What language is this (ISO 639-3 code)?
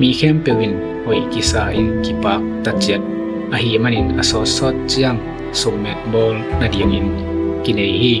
ctd